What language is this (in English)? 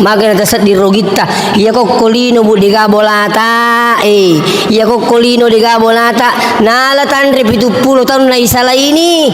Buginese